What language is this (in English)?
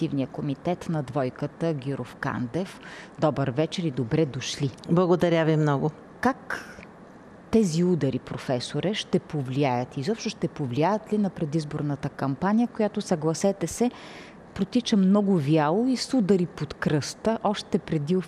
Bulgarian